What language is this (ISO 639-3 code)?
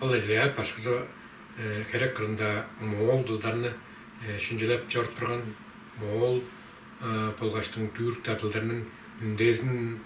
tyv